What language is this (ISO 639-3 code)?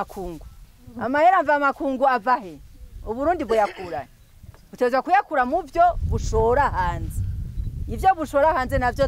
run